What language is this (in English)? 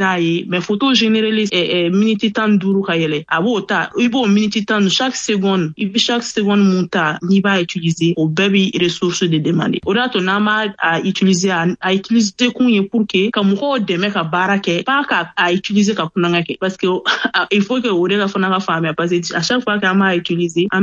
Bambara